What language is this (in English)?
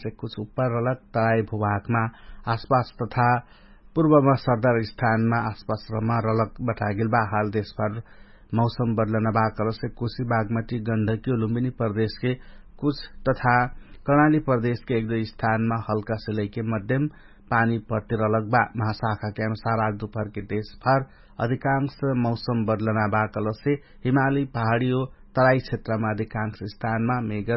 Dangaura Tharu